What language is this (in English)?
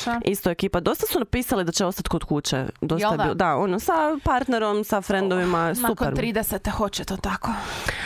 Croatian